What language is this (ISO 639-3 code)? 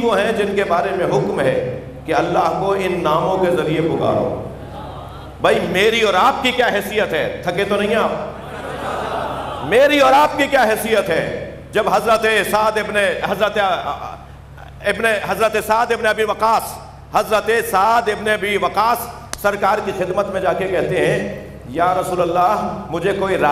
urd